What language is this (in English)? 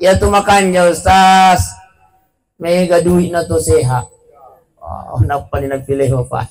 Buginese